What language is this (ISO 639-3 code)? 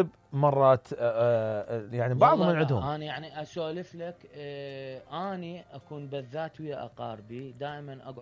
acm